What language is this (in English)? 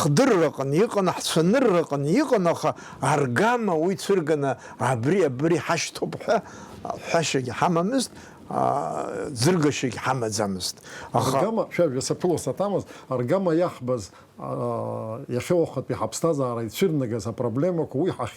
Abkhazian